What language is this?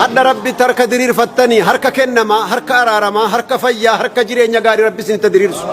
Oromo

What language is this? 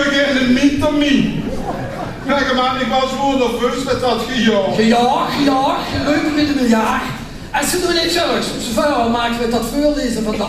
Limburgish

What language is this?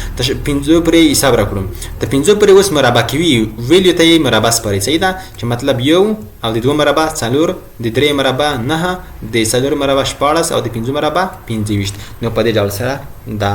Pashto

